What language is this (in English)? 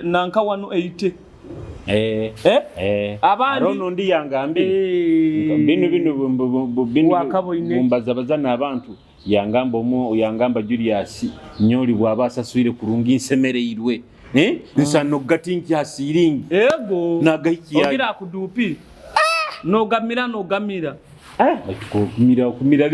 Nyoro